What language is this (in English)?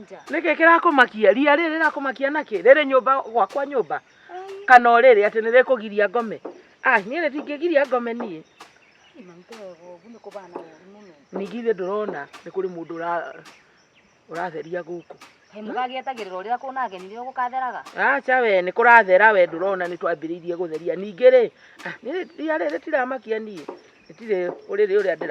Kikuyu